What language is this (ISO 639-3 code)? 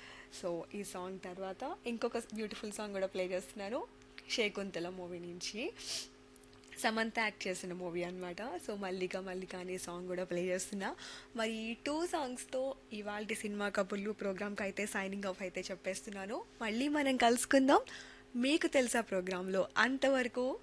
tel